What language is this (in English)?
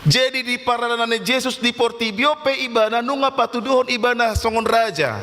Batak Toba